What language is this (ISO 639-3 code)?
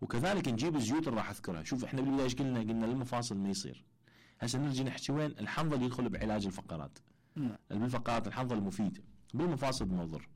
acm